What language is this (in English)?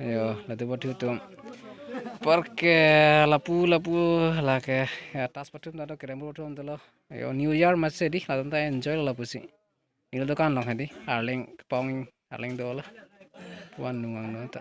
Karbi